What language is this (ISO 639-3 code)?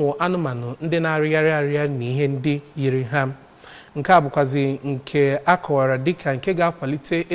ibo